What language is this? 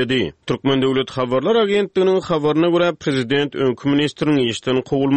Turkmen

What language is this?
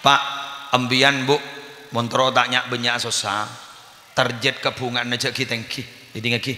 Madurese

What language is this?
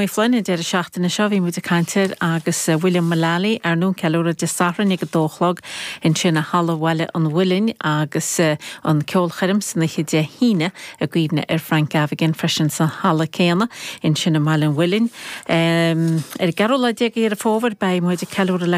Irish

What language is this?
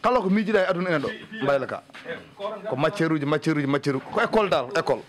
Fula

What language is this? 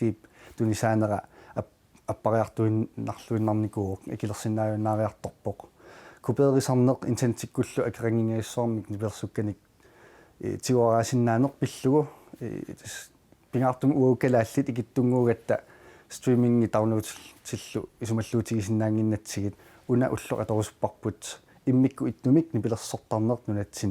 Kalaallisut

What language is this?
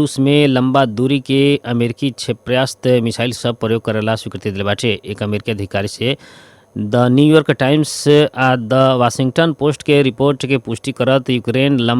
Bhojpuri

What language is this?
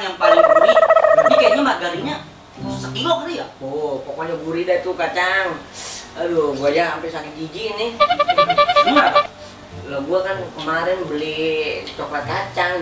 Betawi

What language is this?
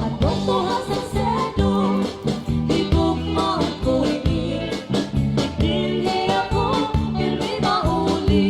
Waray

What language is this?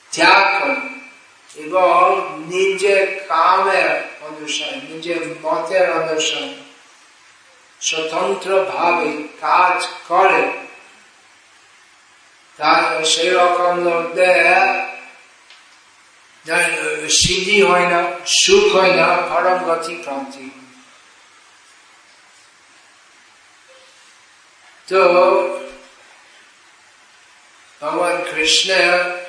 Bangla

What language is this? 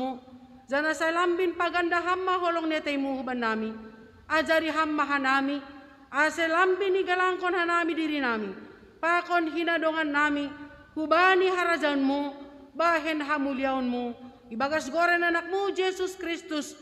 Batak Simalungun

